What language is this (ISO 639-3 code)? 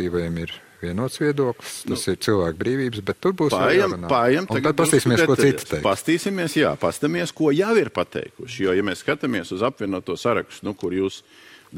lav